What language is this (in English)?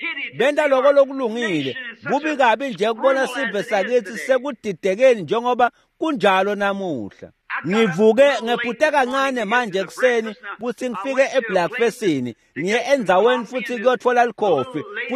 Swati